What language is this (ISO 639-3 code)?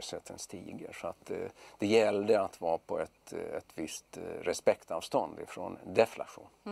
swe